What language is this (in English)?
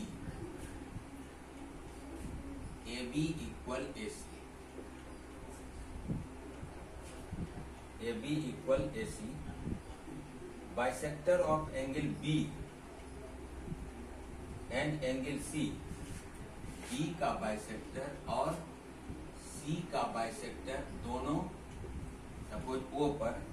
Hindi